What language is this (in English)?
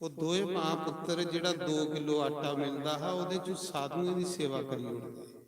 Dogri